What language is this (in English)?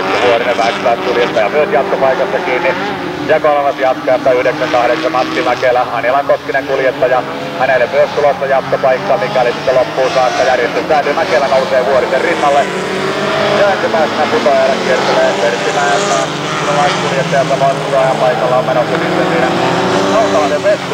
Finnish